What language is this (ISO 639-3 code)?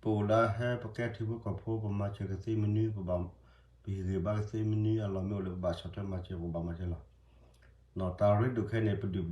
ksw